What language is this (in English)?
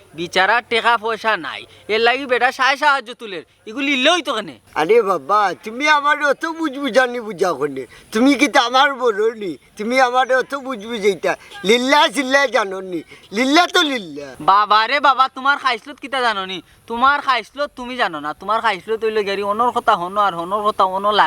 Sylheti